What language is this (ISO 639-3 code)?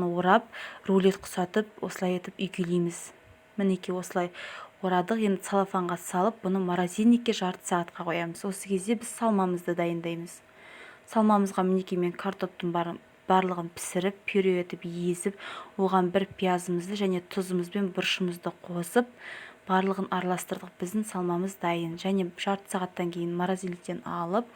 kaz